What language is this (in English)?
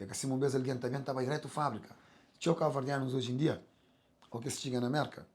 Kabuverdianu